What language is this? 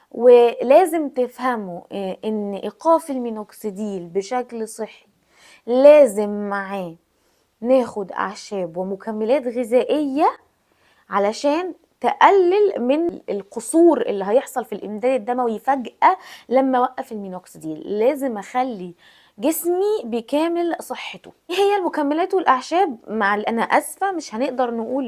Egyptian Arabic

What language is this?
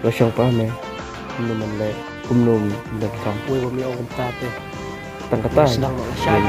Khasi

